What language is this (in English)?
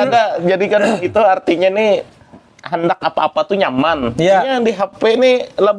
Banjar